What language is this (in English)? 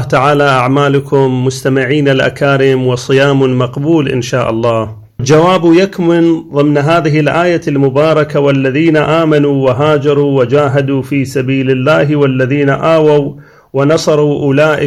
Arabic